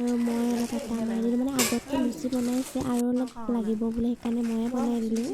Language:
Assamese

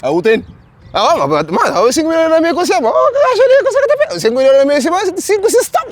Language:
Kabuverdianu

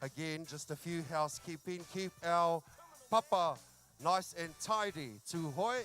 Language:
Māori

